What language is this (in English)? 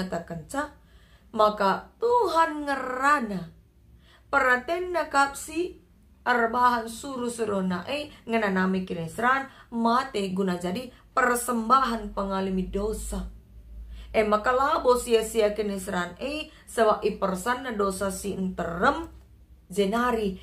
Batak Karo